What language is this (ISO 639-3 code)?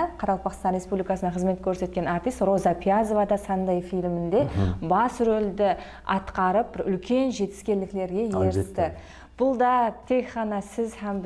kaa